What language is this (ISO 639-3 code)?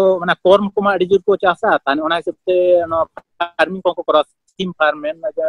sat